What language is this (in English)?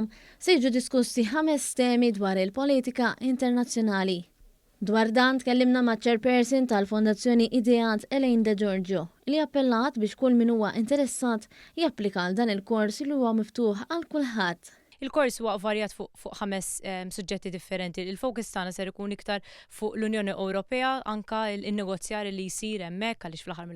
Maltese